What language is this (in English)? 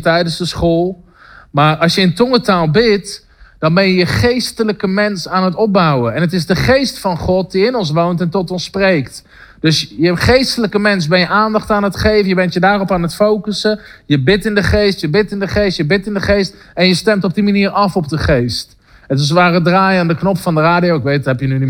Dutch